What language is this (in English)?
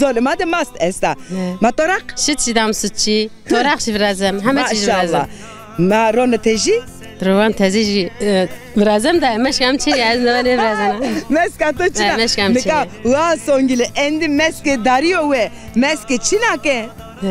Zaza